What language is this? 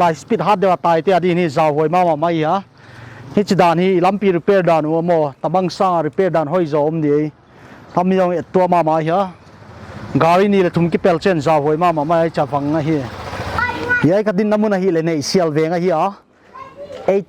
Paite Chin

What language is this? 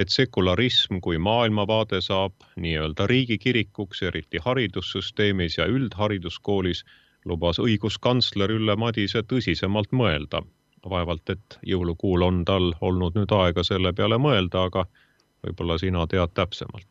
Estonian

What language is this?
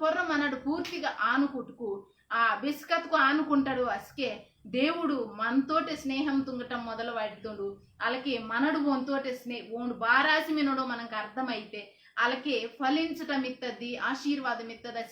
Koya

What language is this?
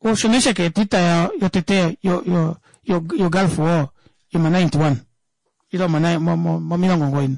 Kuanyama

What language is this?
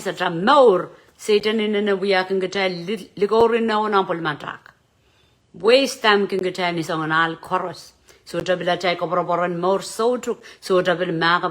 Pohnpeian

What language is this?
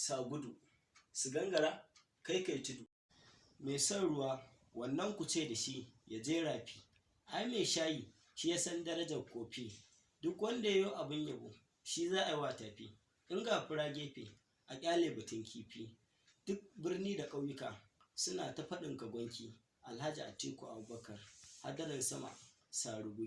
Hausa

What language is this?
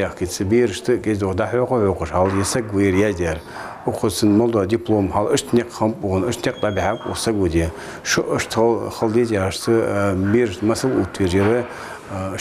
Ingush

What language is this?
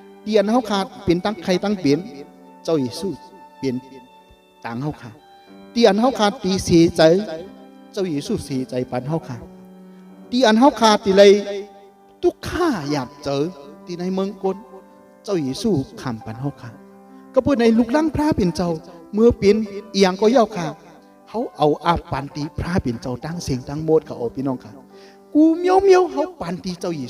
Shan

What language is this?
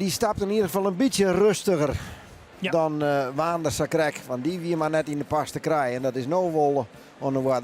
Western Frisian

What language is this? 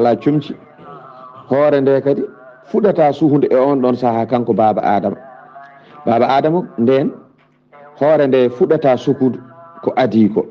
Fula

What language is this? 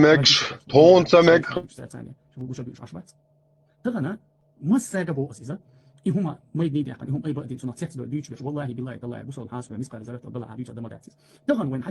Chechen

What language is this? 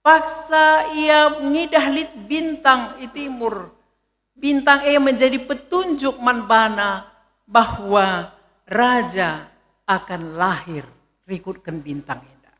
Batak Karo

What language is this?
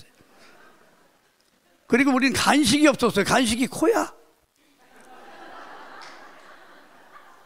Korean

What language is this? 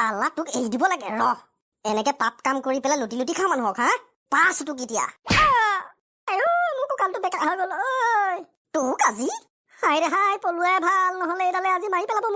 Assamese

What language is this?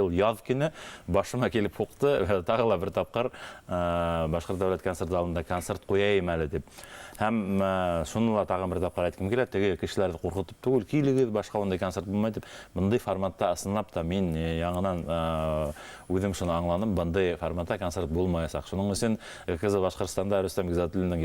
Bashkir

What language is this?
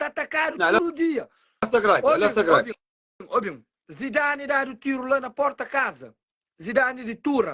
Kabuverdianu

